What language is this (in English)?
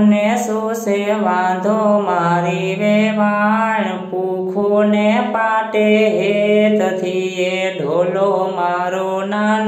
Gujarati